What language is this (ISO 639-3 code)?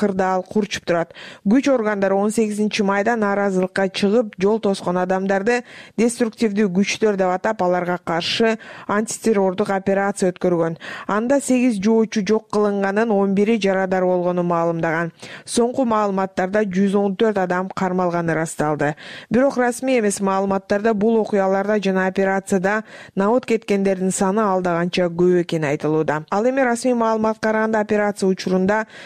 kir